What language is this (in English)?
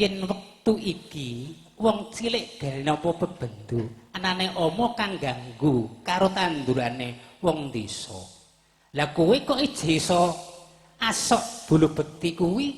Javanese